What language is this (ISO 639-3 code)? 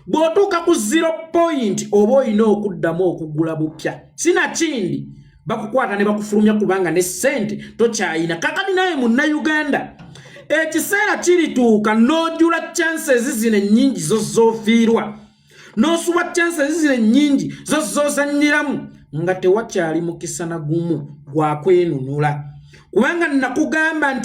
lug